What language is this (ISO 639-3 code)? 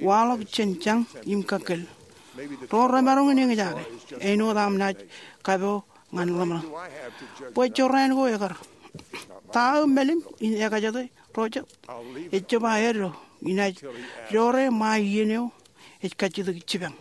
mah